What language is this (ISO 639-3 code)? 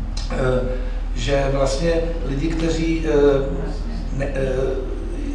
ces